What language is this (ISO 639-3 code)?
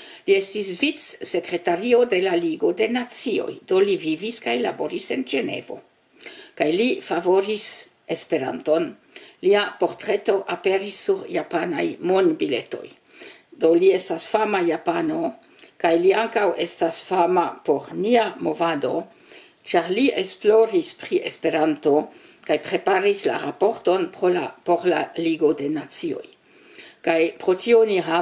epo